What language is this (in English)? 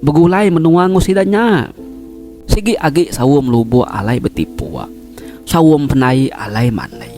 Iban